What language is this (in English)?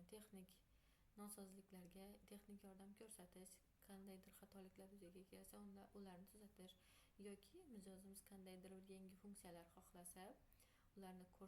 Uzbek